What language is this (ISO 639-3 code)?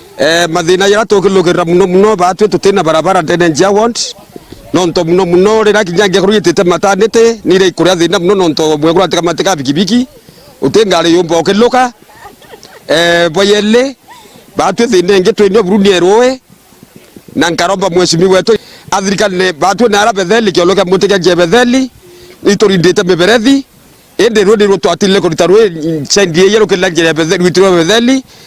mer